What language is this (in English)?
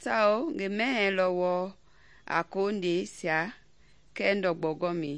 Mende